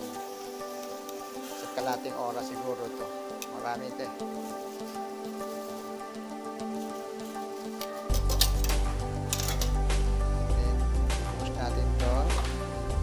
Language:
Filipino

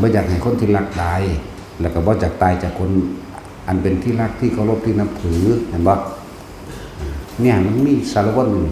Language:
Northeastern Thai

